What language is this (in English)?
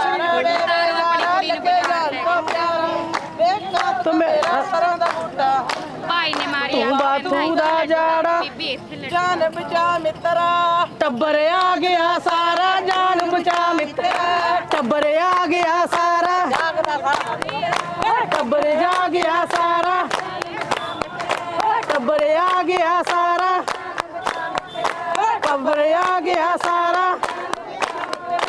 Punjabi